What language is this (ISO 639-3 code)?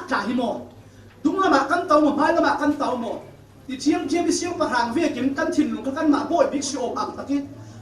cfm